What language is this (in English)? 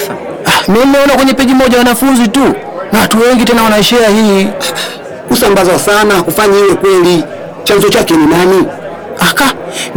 Swahili